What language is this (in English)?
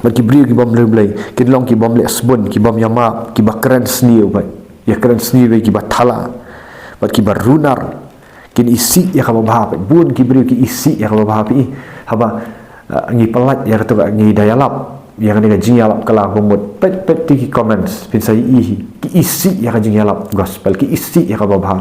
Khasi